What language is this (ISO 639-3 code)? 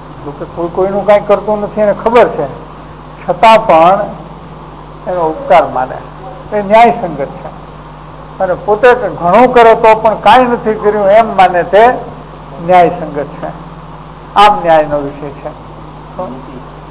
guj